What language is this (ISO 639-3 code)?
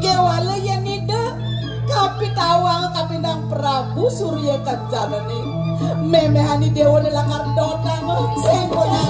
ban